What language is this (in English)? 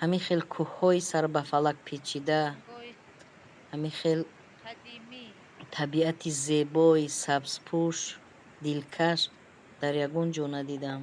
Tajik